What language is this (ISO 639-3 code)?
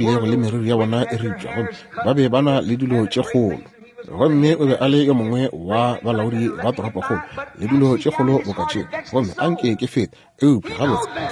nso